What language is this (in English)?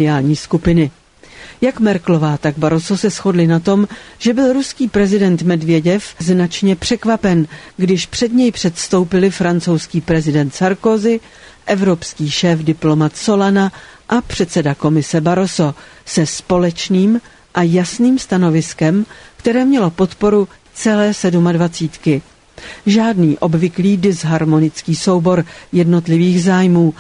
Czech